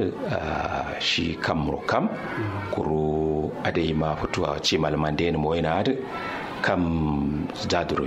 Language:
Kanuri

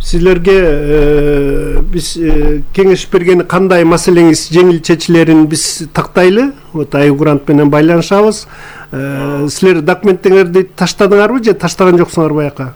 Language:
Kyrgyz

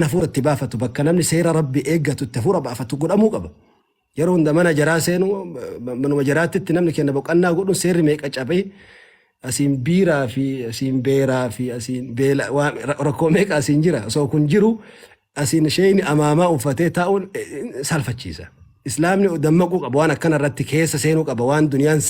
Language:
Oromo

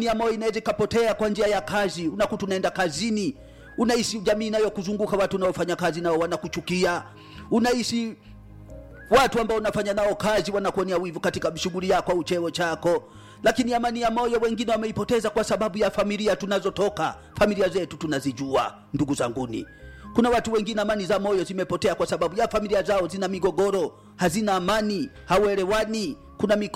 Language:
Swahili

